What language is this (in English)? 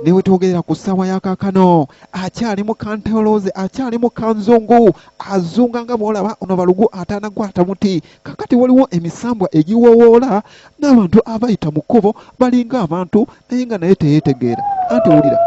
Ganda